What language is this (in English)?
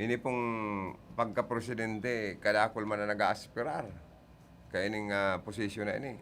Bikol